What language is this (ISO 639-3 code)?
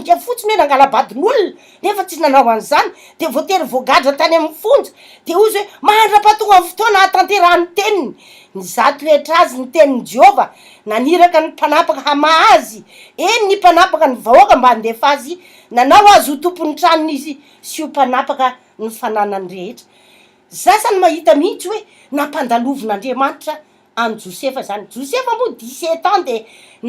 mlg